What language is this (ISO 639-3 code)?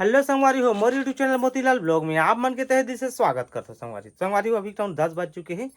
hne